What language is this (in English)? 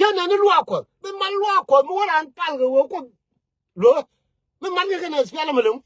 Nuer